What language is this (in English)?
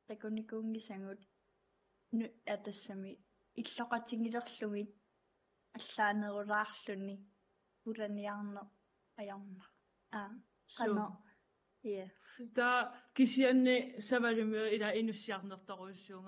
Kalaallisut